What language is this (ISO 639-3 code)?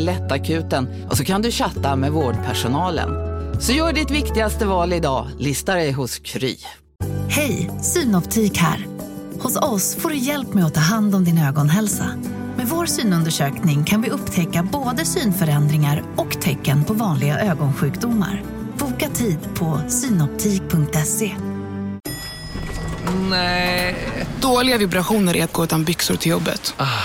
swe